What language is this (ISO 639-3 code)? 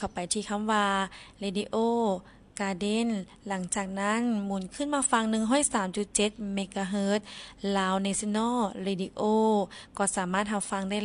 lao